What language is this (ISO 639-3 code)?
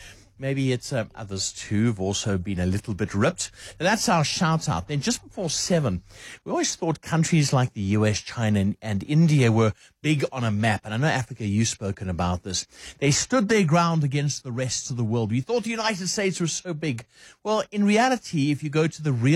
eng